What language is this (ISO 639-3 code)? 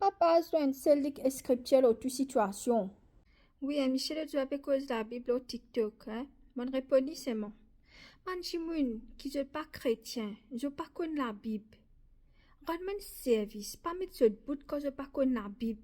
mfe